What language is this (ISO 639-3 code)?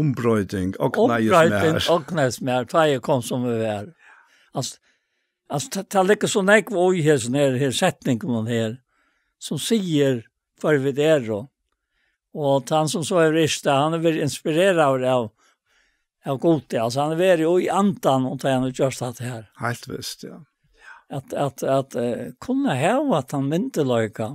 fao